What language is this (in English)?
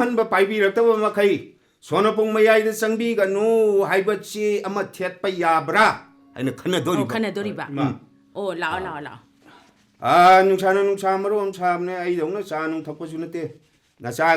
Manipuri